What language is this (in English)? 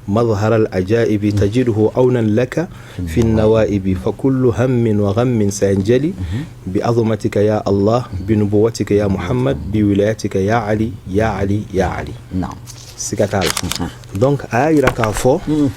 Bambara